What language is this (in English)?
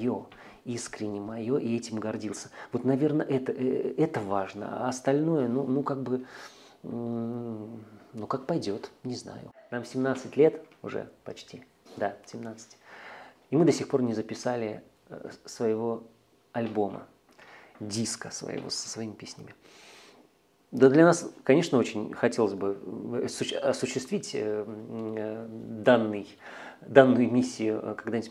Russian